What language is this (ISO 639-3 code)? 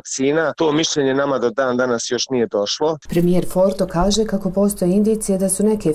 bos